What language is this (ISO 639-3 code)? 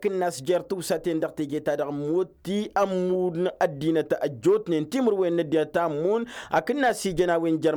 taq